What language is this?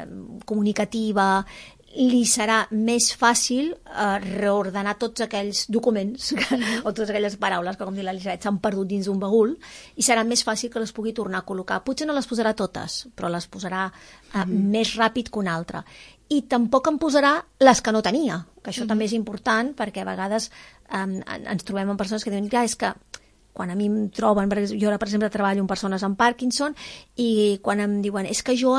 Catalan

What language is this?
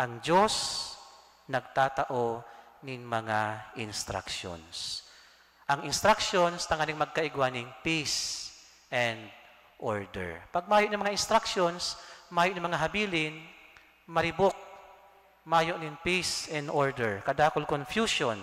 Bikol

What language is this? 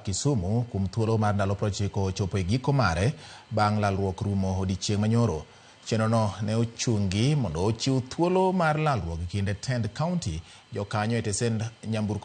Luo (Kenya and Tanzania)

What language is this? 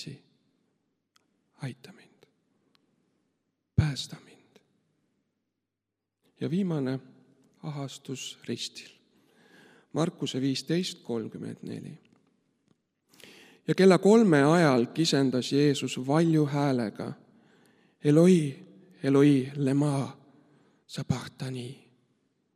Estonian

